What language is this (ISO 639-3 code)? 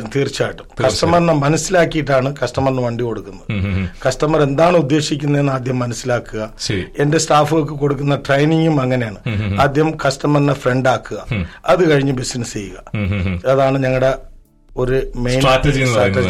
mal